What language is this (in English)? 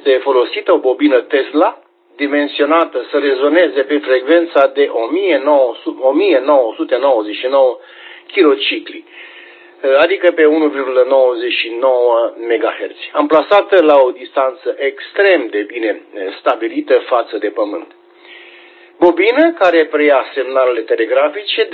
Romanian